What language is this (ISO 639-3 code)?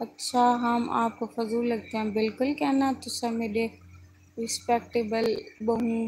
skr